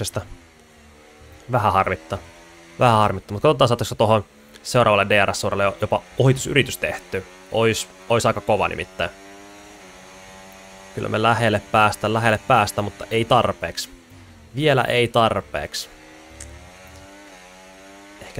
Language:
Finnish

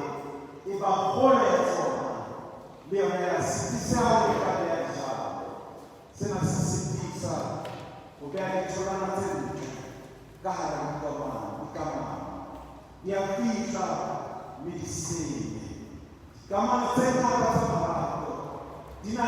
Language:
Southern Sotho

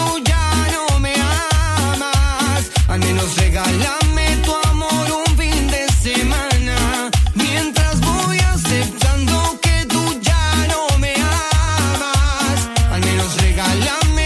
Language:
Spanish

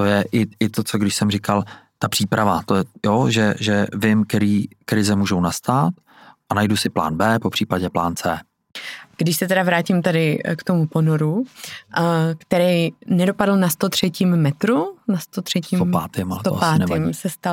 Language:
Czech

